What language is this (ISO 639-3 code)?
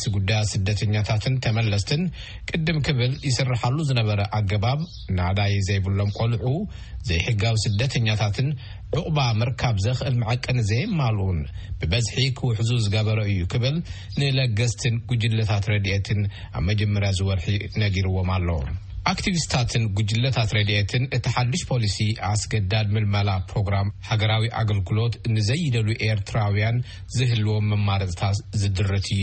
tir